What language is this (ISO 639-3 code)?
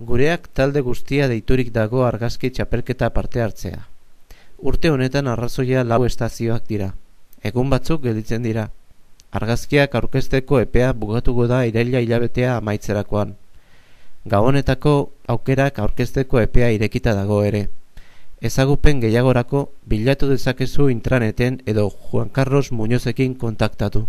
eus